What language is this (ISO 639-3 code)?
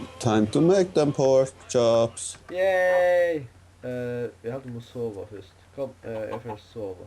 fao